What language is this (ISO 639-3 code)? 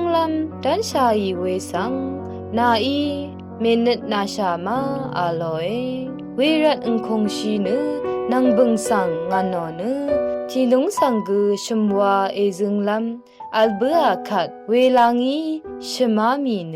raw